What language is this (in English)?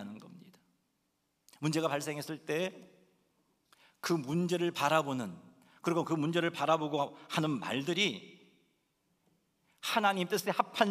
Korean